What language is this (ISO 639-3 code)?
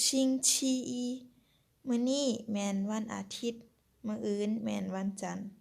lao